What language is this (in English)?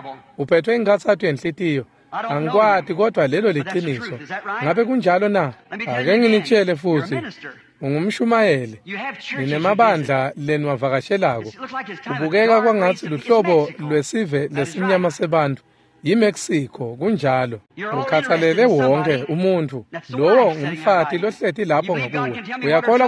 Swati